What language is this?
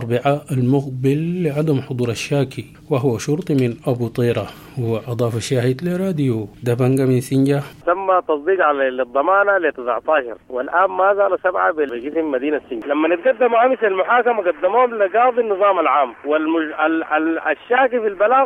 Sudanese Arabic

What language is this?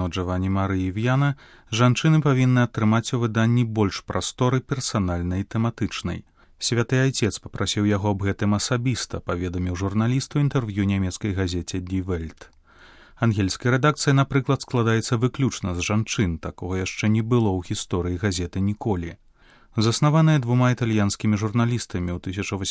Belarusian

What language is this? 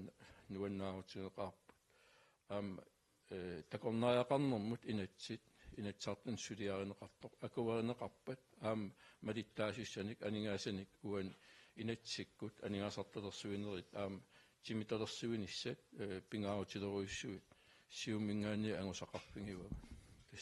Kalaallisut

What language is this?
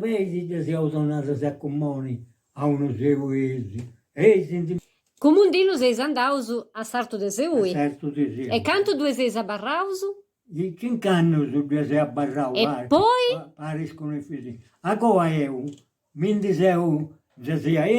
Sardinian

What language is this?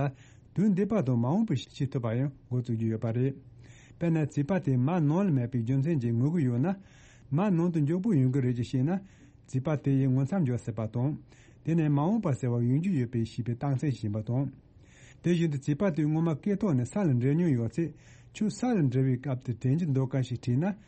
Tibetan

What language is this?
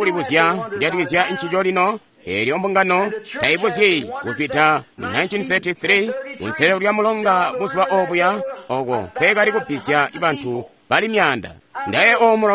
Tonga (Zambia)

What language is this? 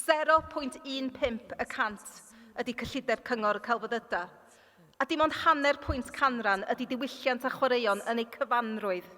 Welsh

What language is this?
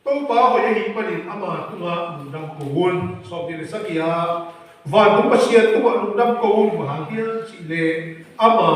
Tedim Chin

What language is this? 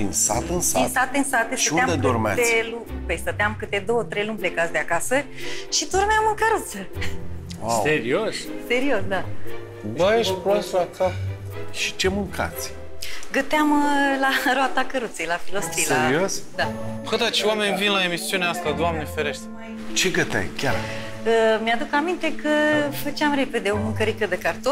Romanian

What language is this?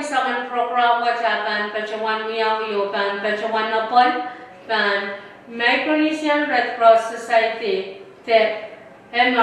Pohnpeian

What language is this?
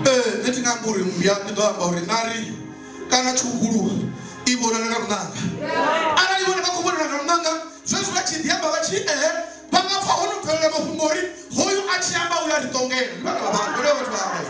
Venda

